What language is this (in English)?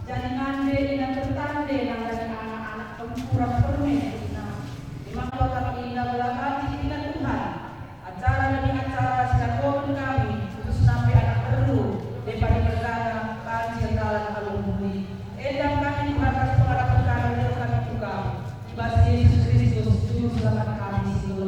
Batak Karo